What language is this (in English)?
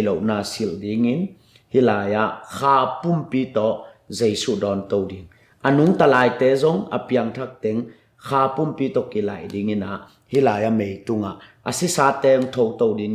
Tedim Chin